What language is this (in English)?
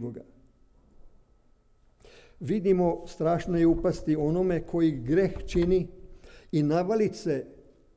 Serbian